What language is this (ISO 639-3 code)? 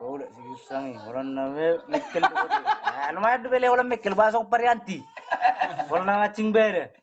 bbc